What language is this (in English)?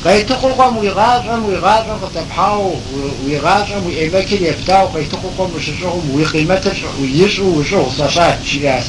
Kabardian